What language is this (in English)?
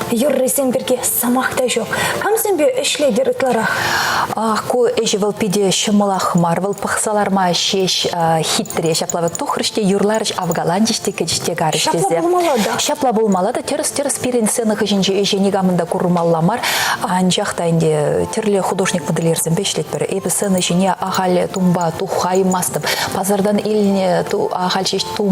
Chuvash